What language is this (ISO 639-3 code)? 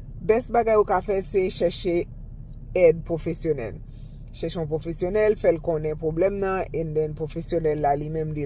hat